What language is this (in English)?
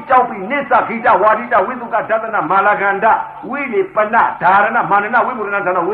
Burmese